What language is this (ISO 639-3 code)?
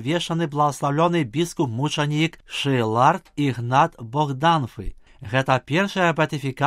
bel